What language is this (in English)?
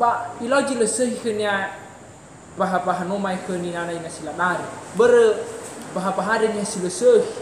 Nias